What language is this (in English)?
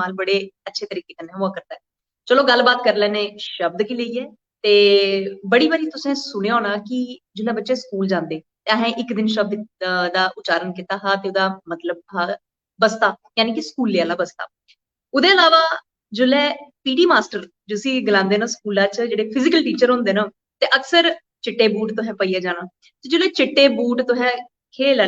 Dogri